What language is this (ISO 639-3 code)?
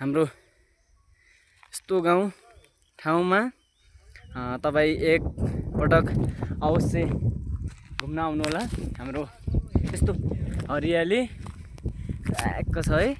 nep